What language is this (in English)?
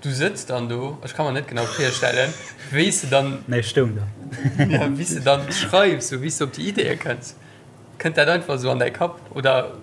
Luxembourgish